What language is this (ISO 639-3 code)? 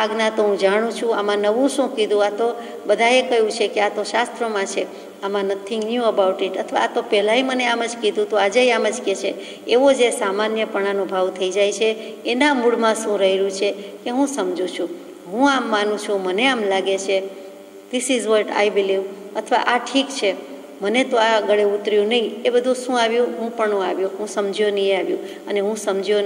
guj